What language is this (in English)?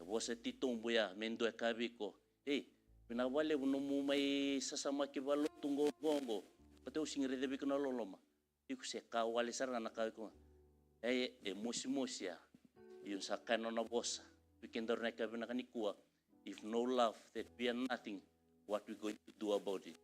Fijian